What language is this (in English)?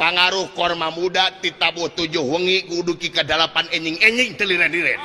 Sundanese